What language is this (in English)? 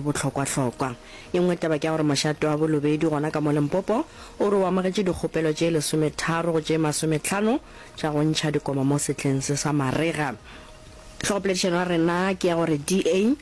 Northern Sotho